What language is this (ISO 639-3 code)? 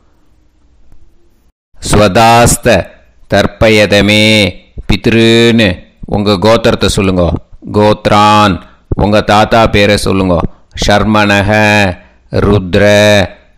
tam